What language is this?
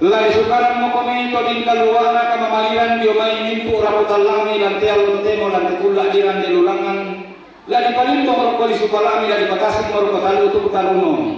Toraja-Sa'dan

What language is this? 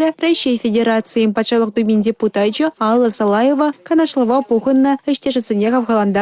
Chuvash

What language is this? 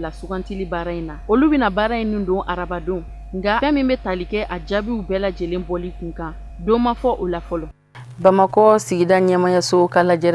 Bambara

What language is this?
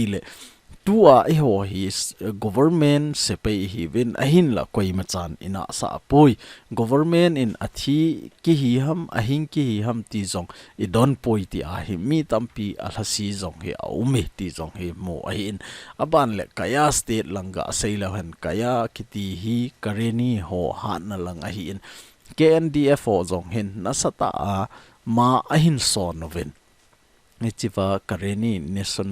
Thado Chin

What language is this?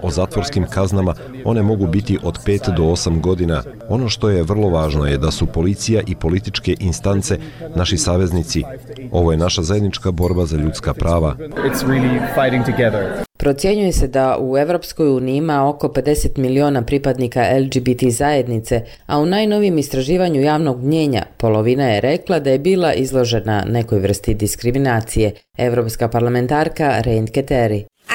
Bosnian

